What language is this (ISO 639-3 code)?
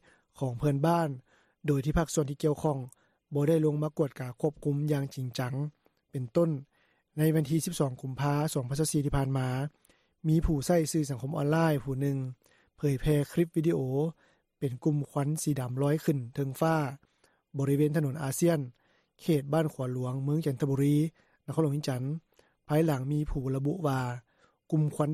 lao